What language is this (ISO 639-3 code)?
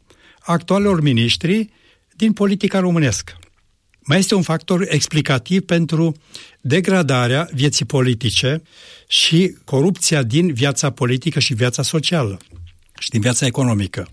ron